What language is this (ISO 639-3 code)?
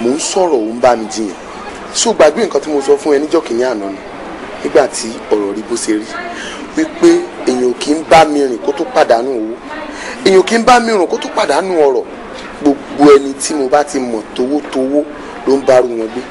yor